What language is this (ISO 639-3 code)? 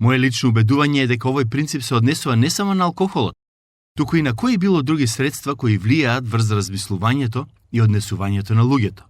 mkd